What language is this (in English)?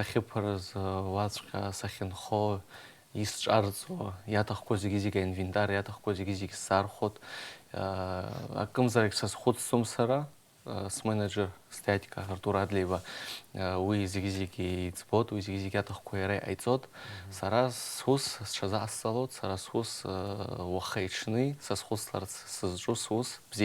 Abkhazian